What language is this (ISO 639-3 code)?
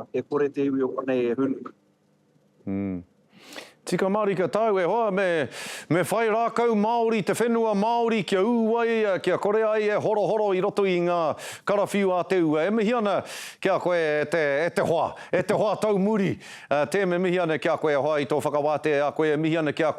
mri